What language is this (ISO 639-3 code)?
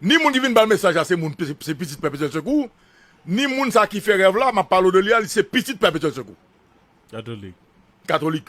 hat